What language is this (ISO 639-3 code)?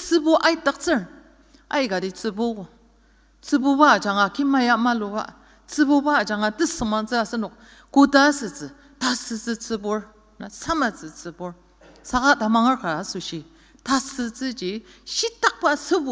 njo